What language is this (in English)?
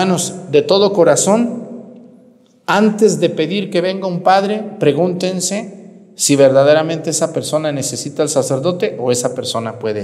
Spanish